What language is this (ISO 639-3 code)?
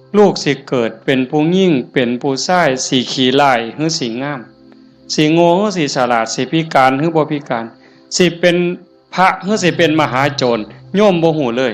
tts